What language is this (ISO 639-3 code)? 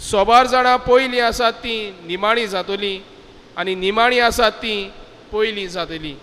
kok